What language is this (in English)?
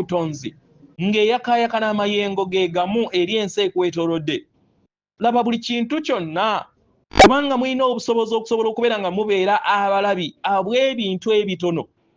Ganda